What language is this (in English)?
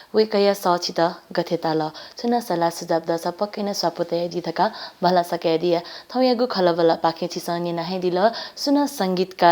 Newari